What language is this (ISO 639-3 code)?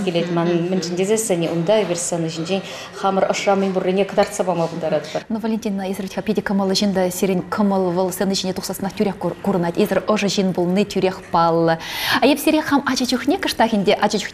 chv